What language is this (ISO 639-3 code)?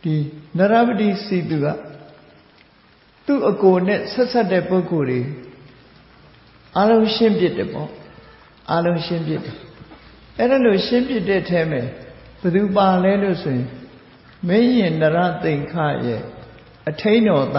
mya